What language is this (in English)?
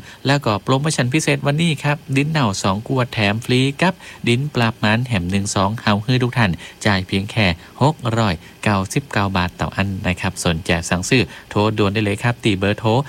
Thai